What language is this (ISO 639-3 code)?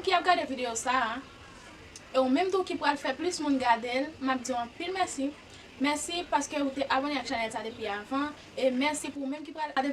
hat